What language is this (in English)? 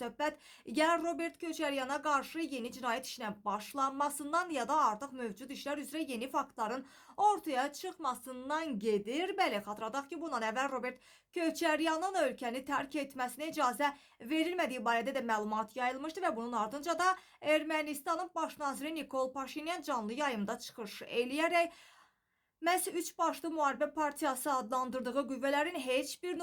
Azerbaijani